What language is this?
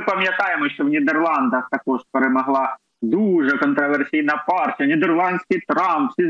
Ukrainian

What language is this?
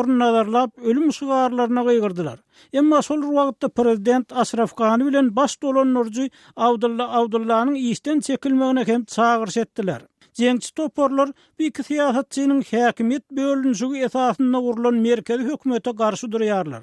Turkmen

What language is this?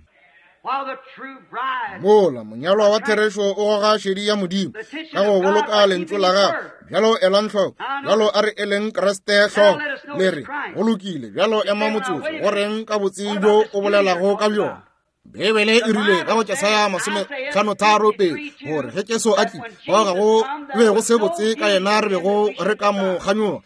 Northern Sotho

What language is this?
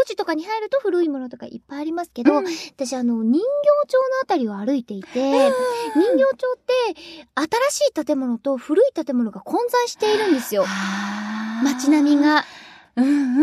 Japanese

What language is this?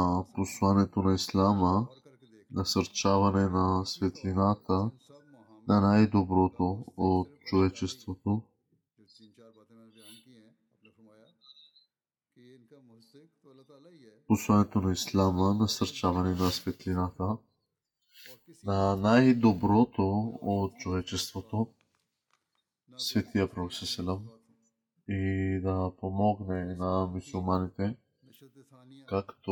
Bulgarian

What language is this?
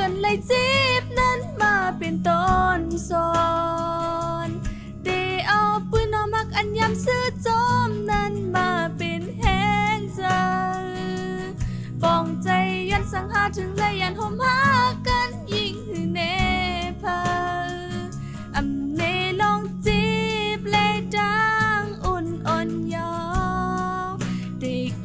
Shan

